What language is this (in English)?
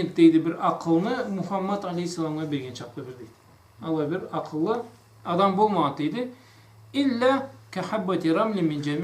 Karachay-Balkar